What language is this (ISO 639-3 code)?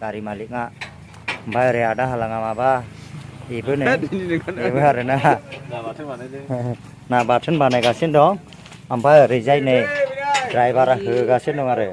brx